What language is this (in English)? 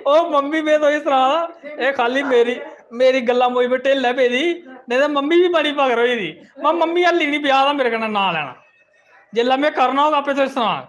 Dogri